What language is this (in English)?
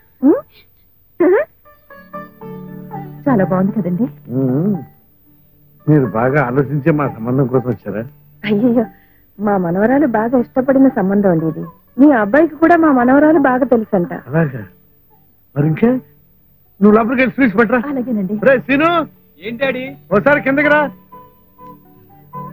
Telugu